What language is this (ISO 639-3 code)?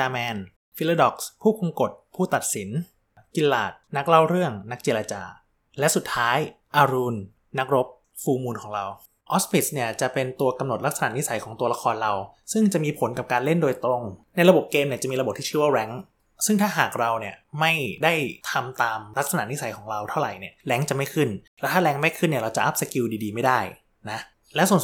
tha